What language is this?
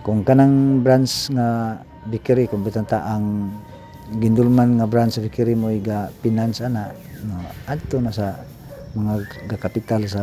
Cebuano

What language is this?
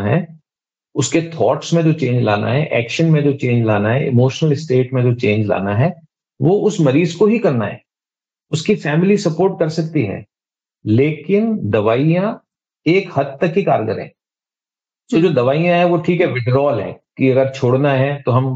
Hindi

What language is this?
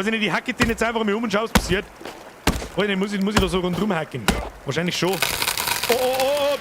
Bavarian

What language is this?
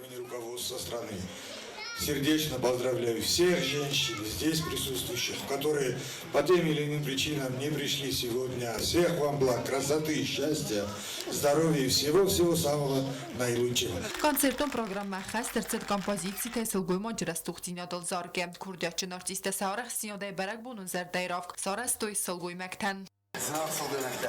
Ossetic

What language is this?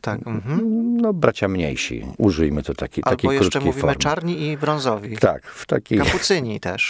Polish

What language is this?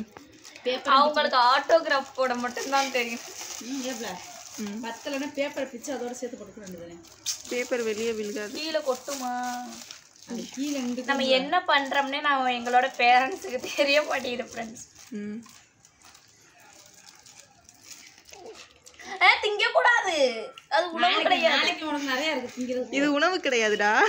Tamil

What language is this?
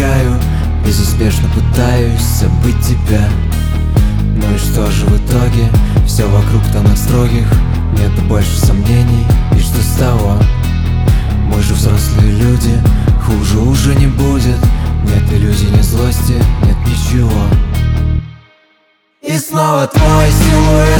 Russian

